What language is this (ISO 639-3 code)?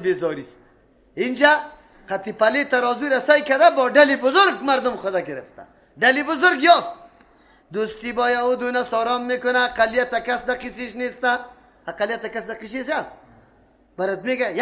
fas